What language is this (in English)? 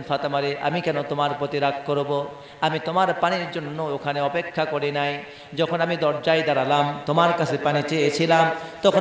Bangla